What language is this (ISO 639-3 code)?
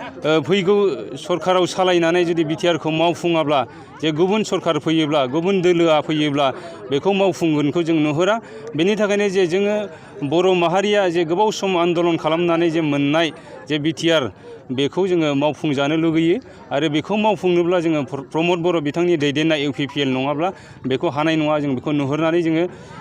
brx